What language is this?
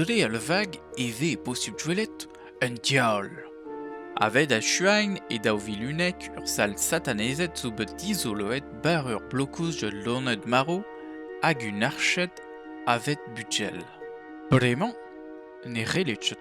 Breton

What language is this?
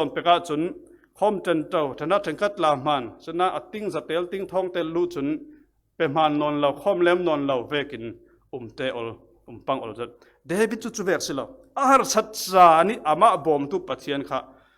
Falam Chin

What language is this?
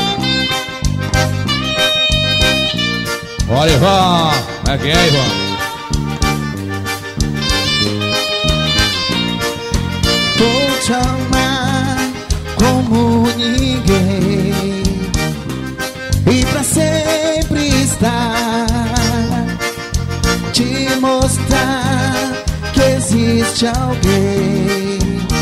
Portuguese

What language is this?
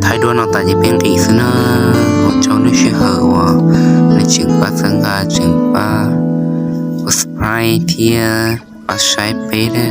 Hmong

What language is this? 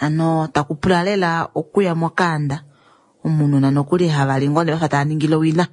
Kuanyama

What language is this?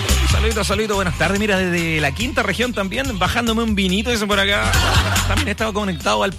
Spanish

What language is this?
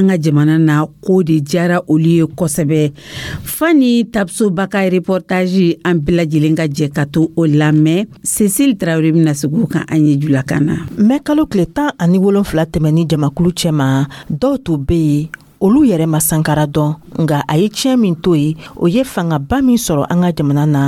Dyula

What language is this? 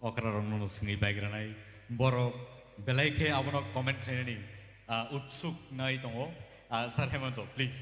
Kok Borok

